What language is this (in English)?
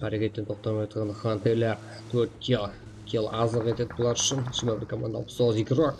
Kara-Kalpak